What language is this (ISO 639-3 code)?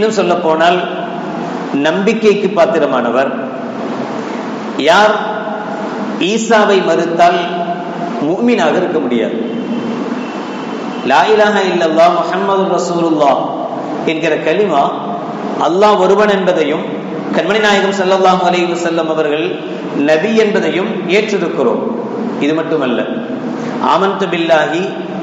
tam